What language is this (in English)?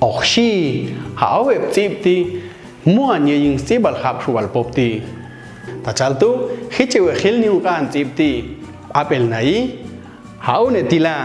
Popti'